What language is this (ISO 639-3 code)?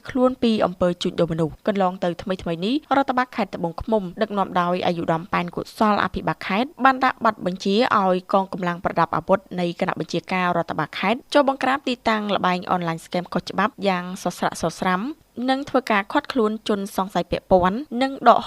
khm